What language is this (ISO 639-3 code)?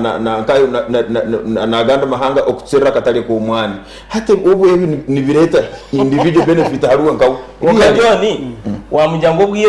nyn